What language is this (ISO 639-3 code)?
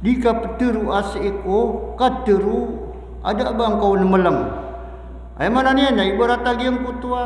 mrw